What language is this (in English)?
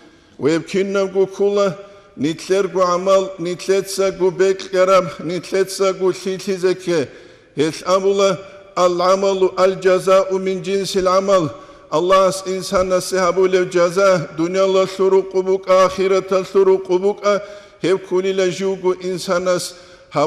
Avaric